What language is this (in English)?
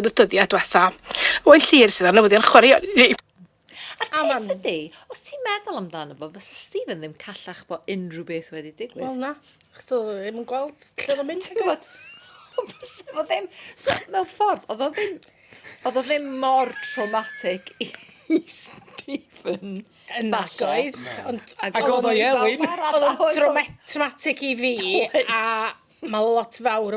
Welsh